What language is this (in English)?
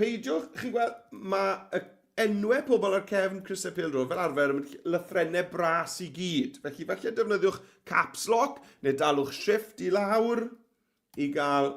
Welsh